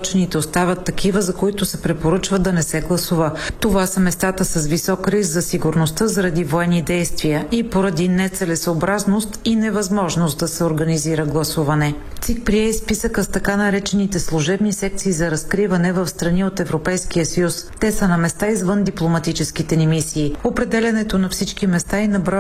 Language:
Bulgarian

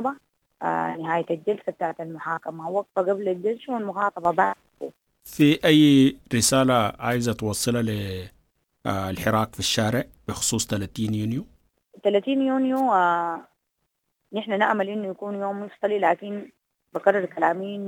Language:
Sudanese Arabic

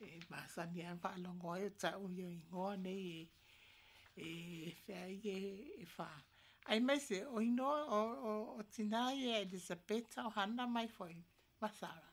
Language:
Samoan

